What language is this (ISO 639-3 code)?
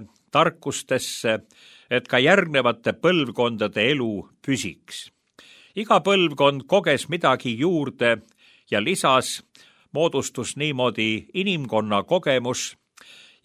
est